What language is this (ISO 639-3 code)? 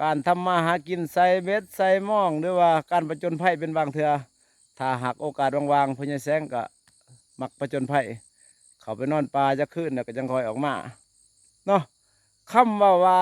lao